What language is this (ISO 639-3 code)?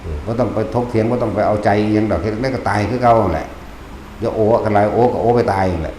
tts